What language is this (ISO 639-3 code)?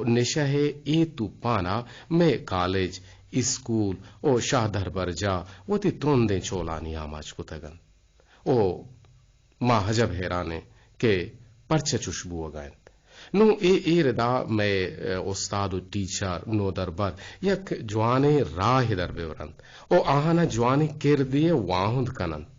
bgp